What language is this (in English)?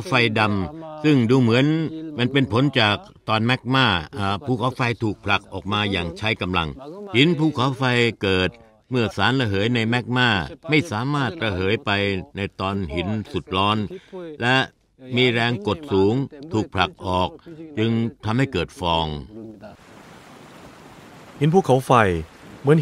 Thai